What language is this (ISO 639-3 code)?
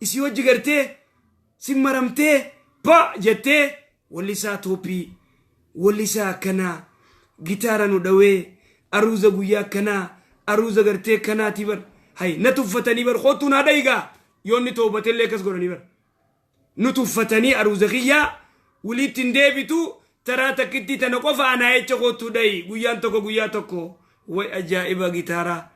orm